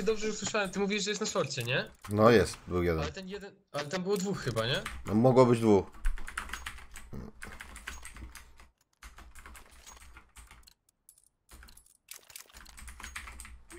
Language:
Polish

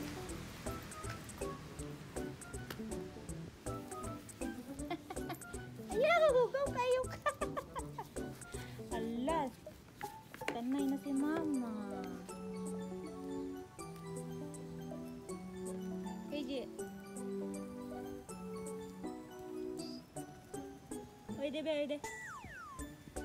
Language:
Filipino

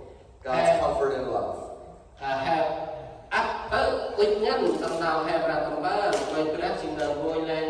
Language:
Central Mnong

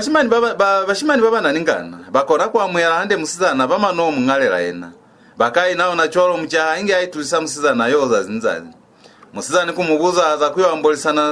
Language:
Lozi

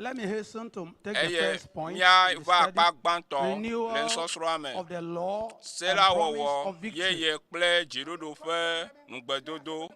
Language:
Ewe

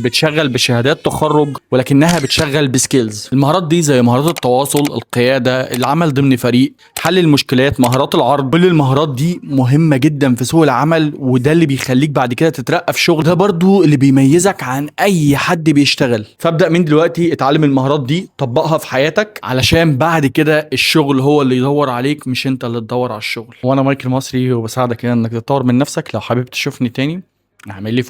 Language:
Egyptian Arabic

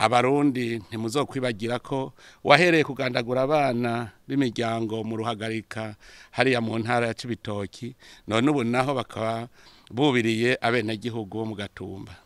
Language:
Rundi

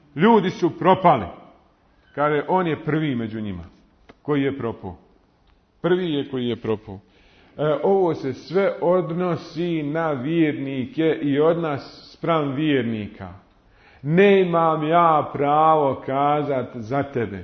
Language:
Bosnian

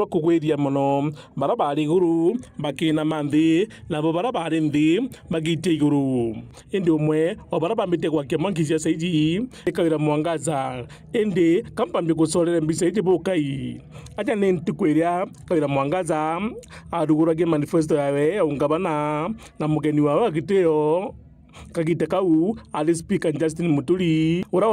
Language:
Meru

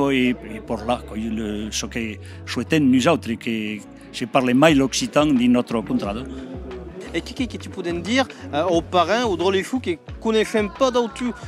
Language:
Occitan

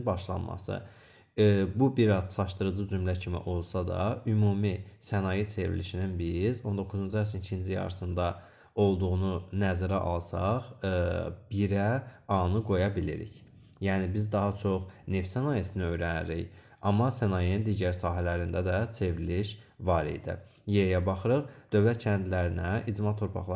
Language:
Azerbaijani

